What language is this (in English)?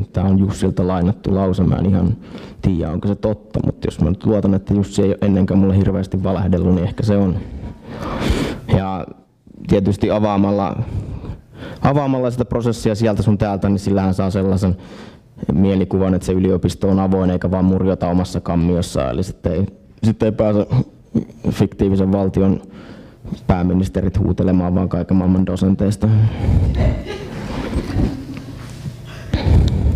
Finnish